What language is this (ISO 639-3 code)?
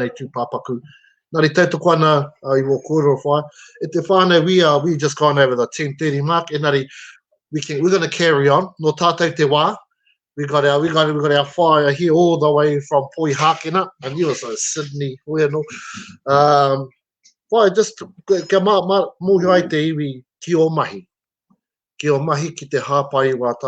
mri